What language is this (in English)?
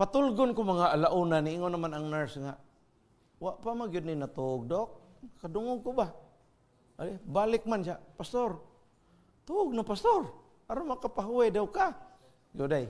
Cebuano